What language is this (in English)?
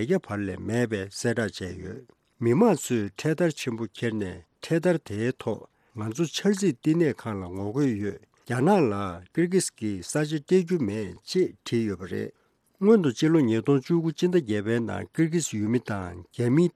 Tibetan